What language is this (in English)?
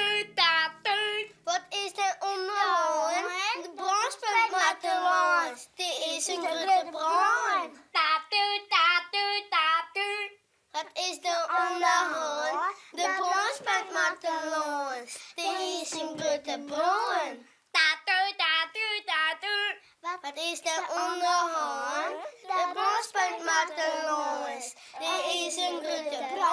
Western Frisian